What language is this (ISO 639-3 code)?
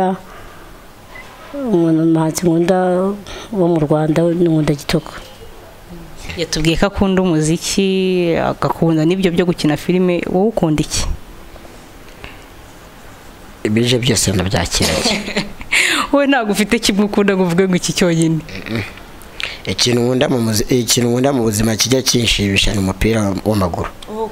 kin